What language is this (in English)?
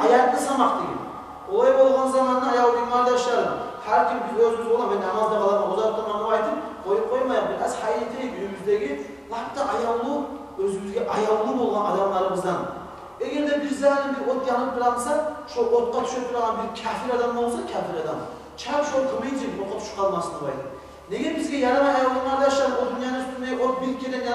Kumyk